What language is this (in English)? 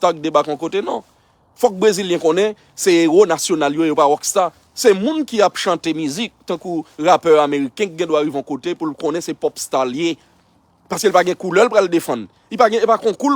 Haitian Creole